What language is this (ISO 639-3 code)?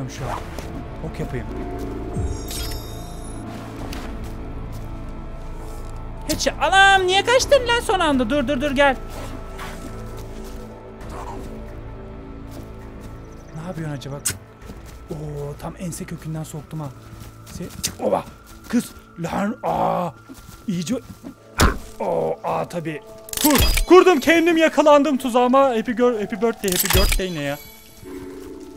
tur